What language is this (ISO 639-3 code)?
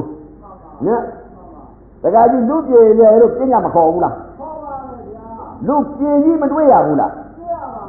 mya